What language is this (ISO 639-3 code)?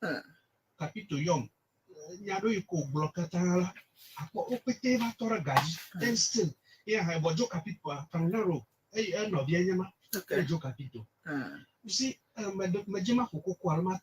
ewe